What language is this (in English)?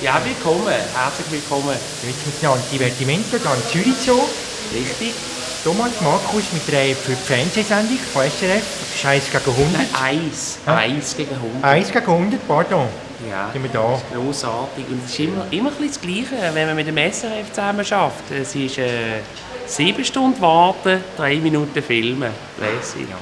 Swiss German